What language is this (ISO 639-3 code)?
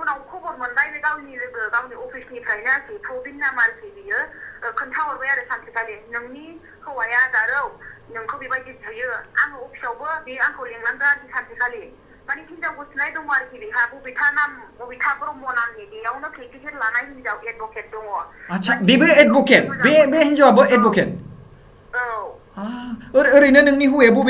brx